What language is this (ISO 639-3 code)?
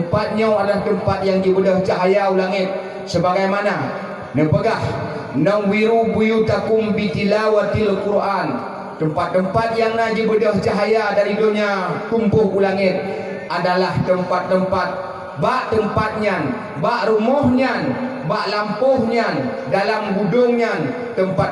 ace